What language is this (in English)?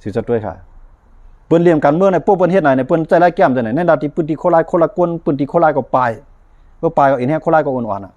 Shan